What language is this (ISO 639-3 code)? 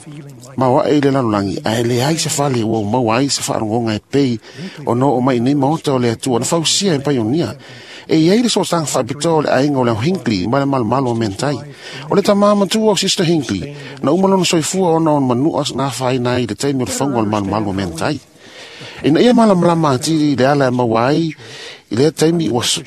smo